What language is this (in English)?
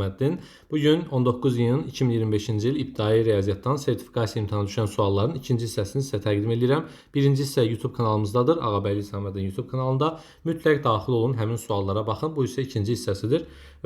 Azerbaijani